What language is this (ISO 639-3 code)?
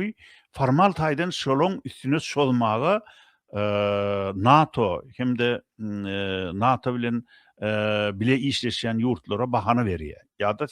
tuk